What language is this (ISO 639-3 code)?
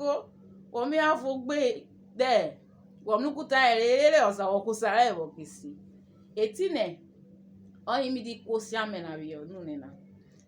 urh